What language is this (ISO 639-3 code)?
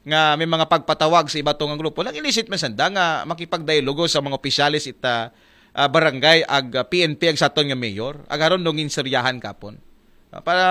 akl